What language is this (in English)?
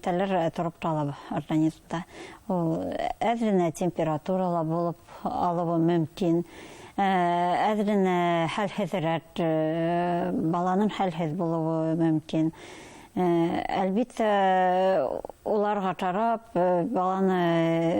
Bashkir